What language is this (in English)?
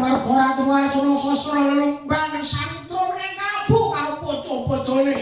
Javanese